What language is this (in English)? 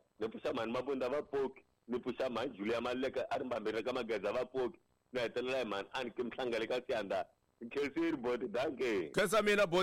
Tsonga